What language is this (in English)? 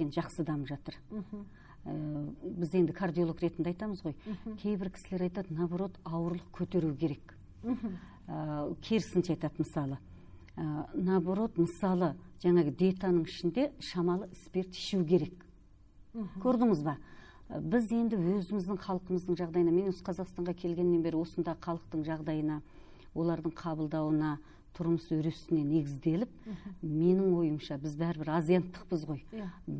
Kazakh